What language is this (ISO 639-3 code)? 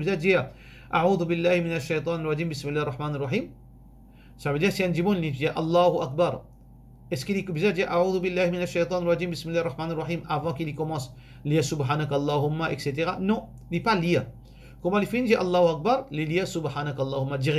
mfe